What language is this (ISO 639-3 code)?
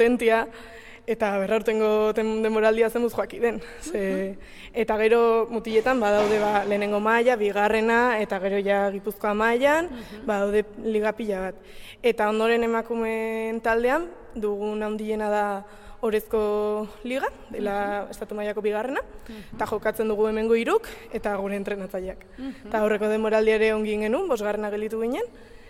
eus